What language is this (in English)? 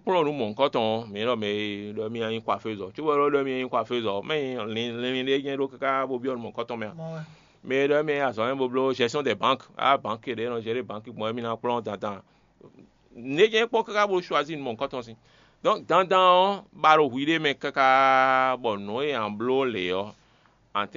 Fon